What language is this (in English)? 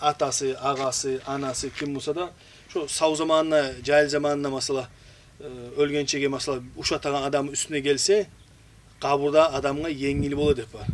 Kumyk